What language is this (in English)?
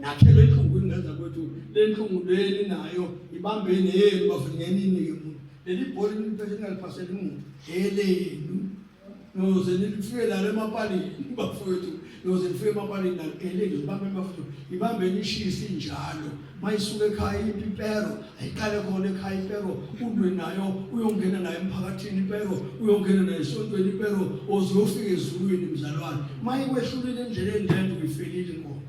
Zulu